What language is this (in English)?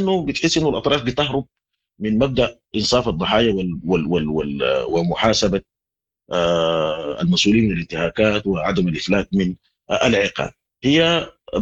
Sudanese Arabic